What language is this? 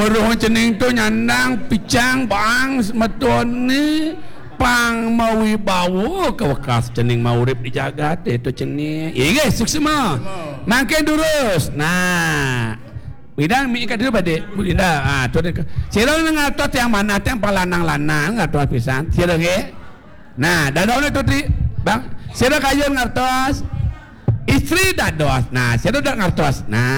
Balinese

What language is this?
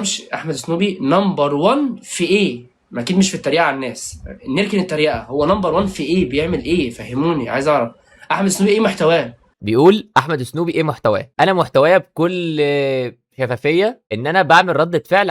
Egyptian Arabic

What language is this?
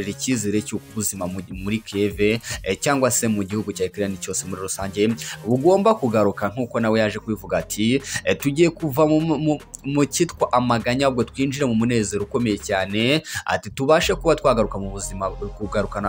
Kinyarwanda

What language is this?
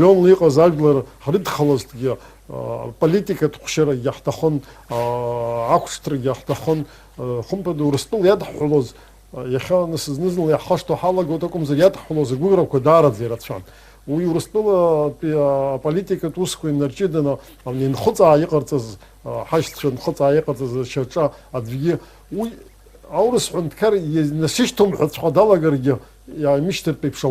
Abkhazian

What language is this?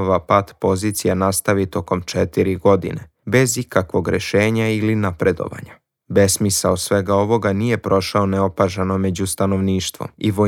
Serbian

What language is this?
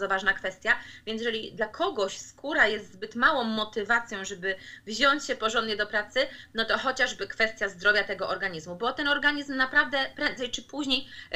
Polish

